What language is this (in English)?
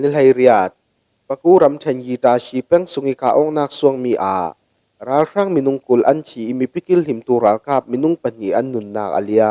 Falam Chin